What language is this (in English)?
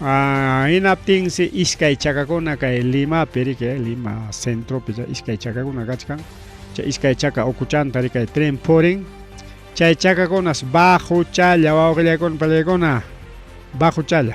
Ayacucho Quechua